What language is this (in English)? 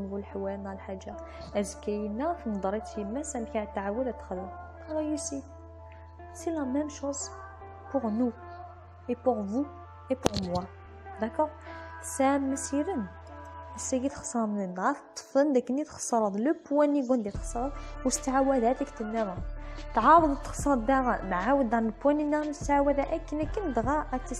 Kabyle